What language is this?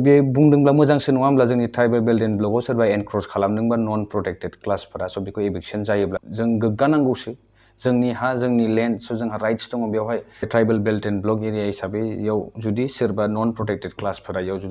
Bodo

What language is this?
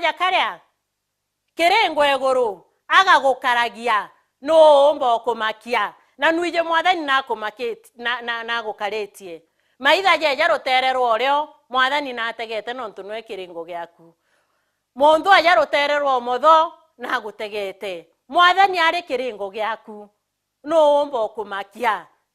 Meru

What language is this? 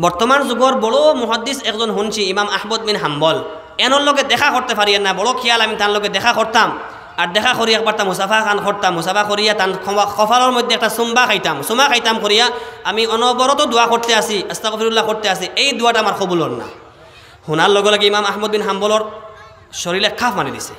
Sylheti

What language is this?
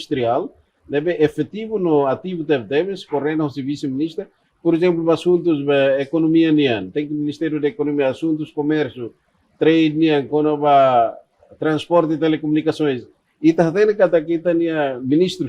Tetum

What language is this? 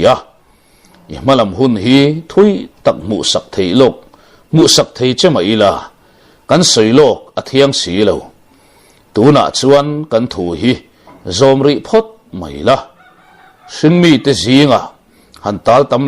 Mizo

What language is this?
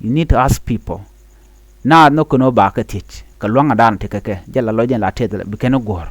Nuer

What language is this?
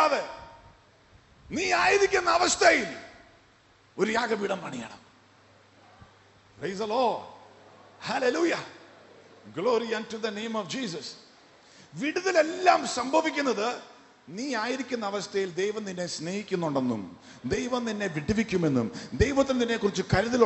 Malayalam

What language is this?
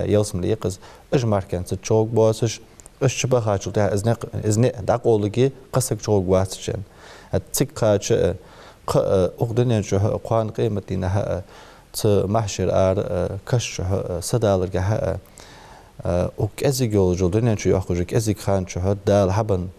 Ingush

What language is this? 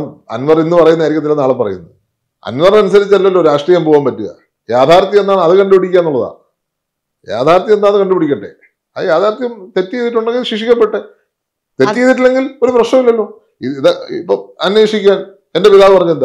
Malayalam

